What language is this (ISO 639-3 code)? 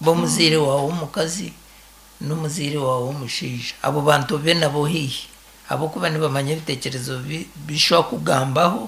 nyn